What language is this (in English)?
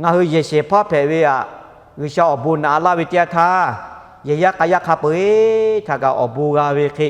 Lahu